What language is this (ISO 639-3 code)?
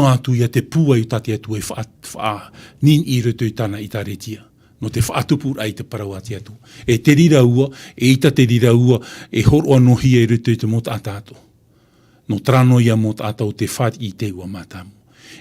tah